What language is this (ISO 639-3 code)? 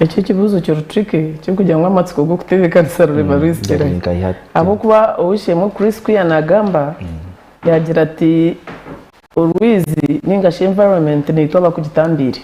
nyn